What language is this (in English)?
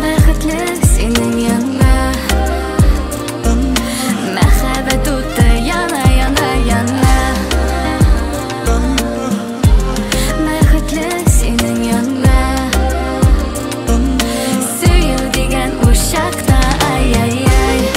Tatar